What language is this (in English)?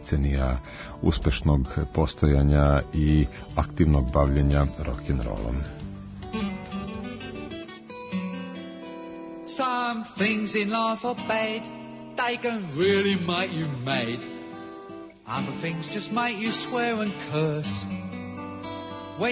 Serbian